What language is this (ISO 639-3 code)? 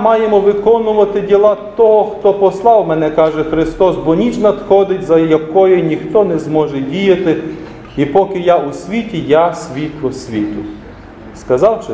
ukr